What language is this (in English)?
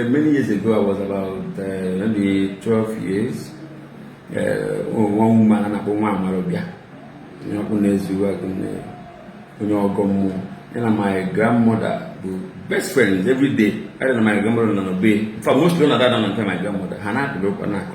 Igbo